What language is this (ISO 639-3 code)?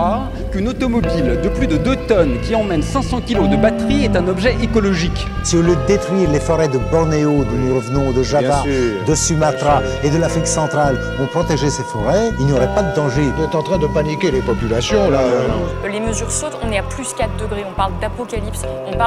fra